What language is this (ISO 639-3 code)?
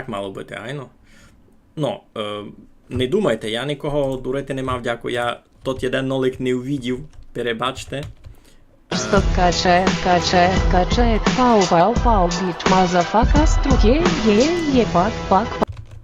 rue